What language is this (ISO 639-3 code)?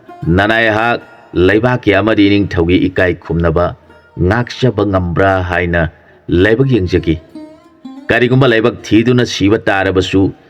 mni